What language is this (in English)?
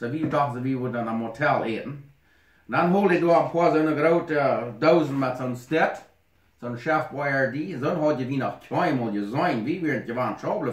Plautdietsch